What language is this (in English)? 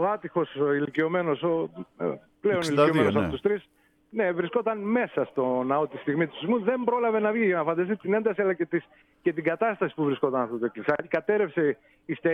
Greek